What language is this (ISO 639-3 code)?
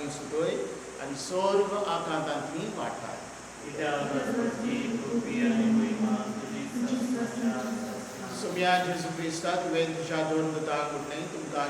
kok